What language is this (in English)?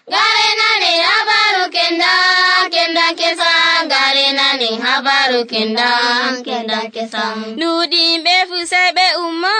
Nigerian Fulfulde